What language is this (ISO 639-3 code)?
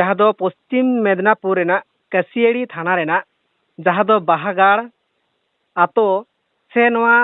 sat